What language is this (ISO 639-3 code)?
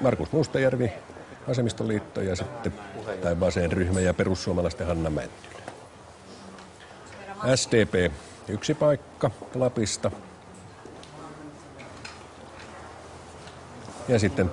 fin